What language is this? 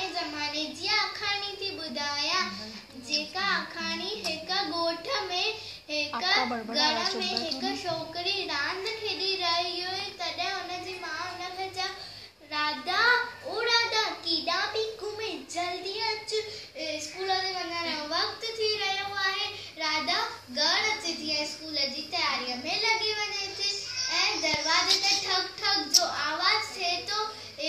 Sindhi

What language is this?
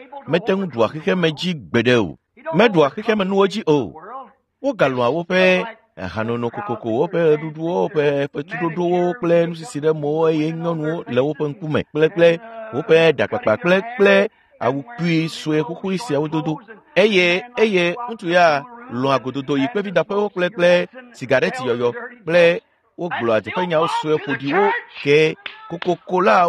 Ewe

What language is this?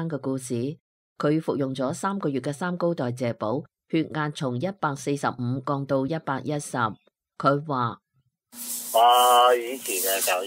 Cantonese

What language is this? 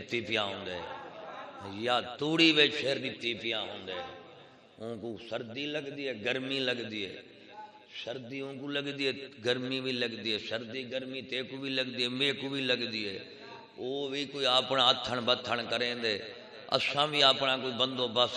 Saraiki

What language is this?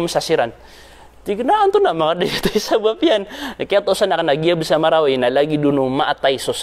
Maranao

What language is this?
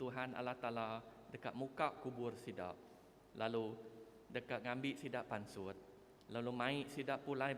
Iban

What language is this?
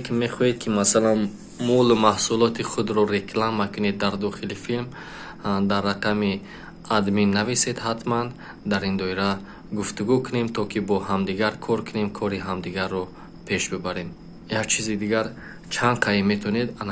Tajik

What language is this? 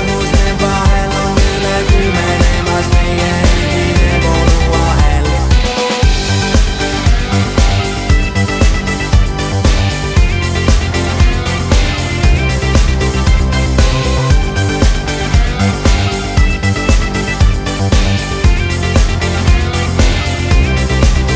Estonian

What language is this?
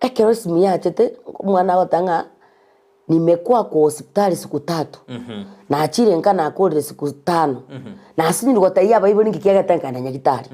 Gusii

